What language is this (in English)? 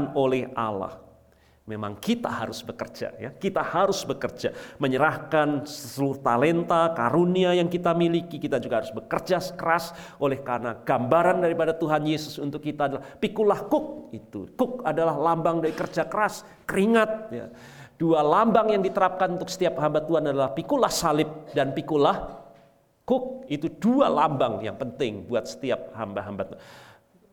Indonesian